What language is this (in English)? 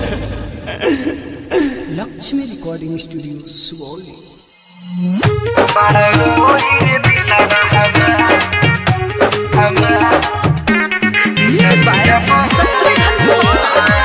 Bhojpuri